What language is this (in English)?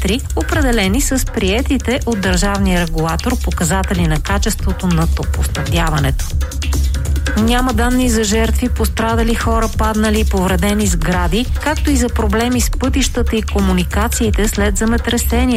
Bulgarian